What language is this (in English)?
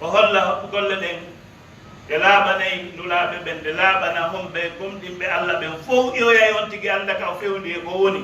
Pular